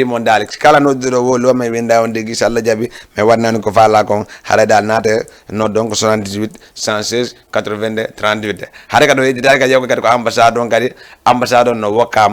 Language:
Fula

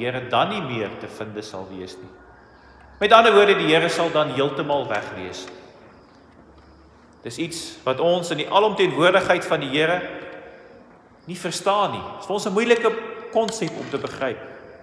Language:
Afrikaans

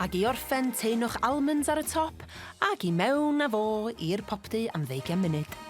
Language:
Welsh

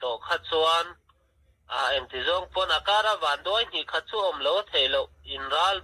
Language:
Mizo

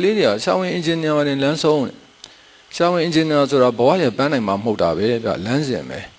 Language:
Burmese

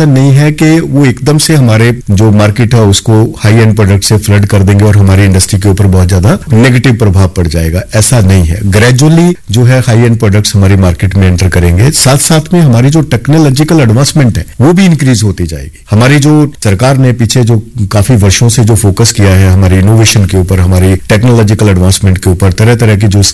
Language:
Hindi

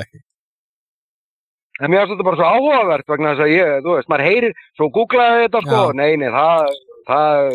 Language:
Icelandic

